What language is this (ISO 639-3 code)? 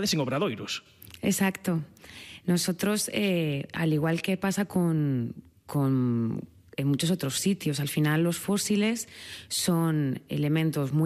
glg